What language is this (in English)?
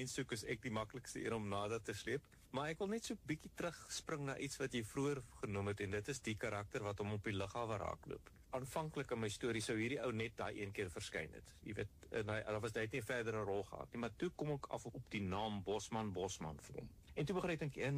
Afrikaans